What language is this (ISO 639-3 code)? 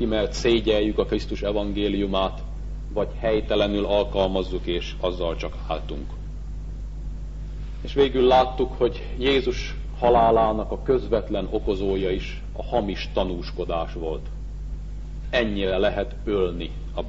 hun